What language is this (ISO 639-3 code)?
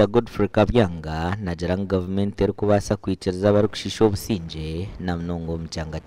nyn